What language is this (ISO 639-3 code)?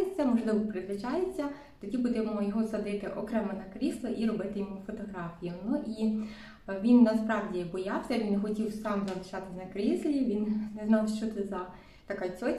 ukr